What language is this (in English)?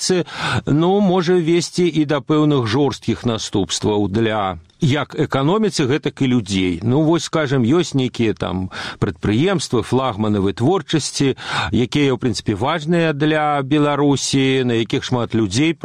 Belarusian